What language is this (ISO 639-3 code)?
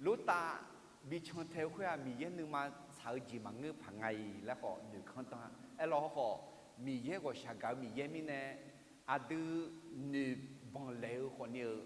ahk